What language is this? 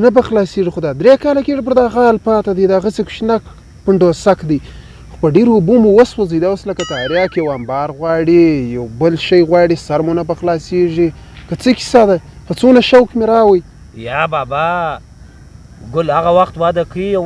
Pashto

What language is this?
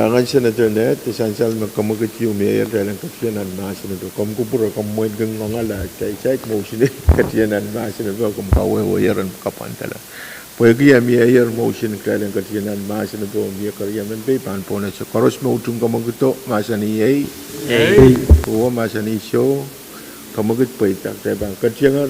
Pohnpeian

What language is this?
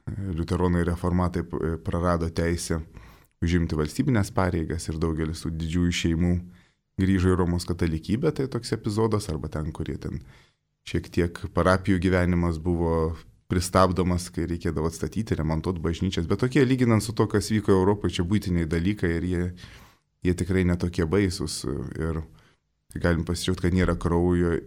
Lithuanian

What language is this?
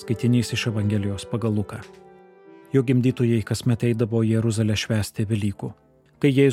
Lithuanian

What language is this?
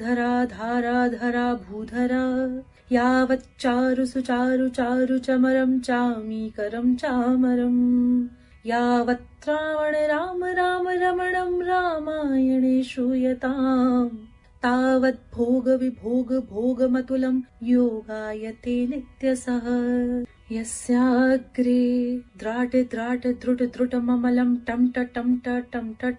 Sanskrit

